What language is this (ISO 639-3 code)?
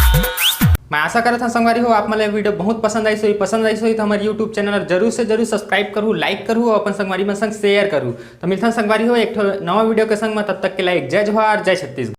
hne